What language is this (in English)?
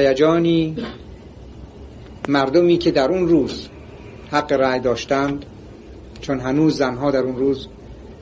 Persian